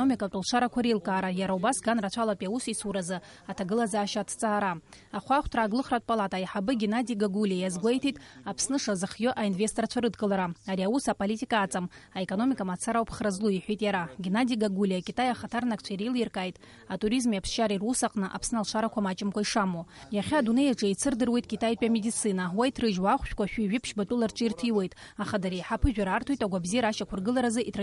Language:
Abkhazian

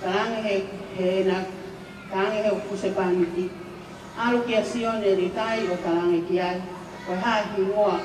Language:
Tongan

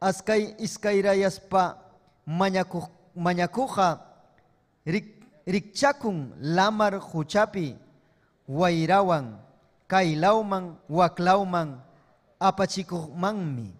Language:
Ayacucho Quechua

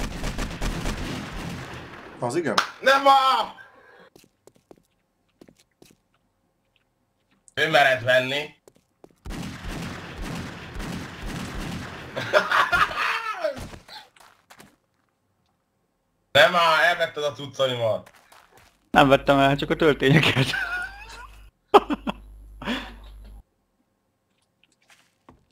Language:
Hungarian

